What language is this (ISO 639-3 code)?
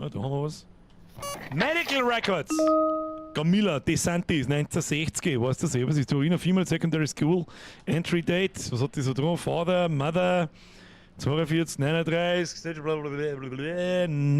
bar